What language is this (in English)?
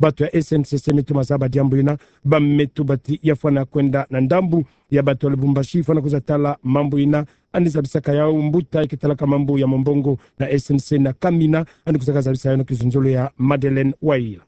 Kituba (Democratic Republic of Congo)